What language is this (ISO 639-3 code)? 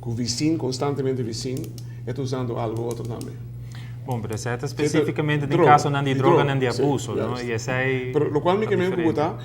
pap